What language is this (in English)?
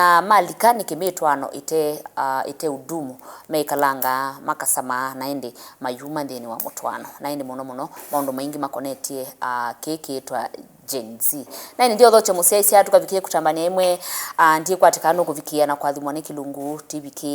Kamba